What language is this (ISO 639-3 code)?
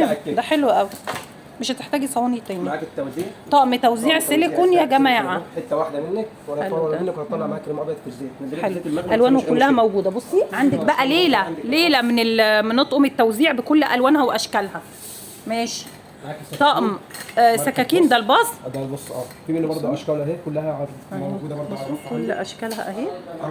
arz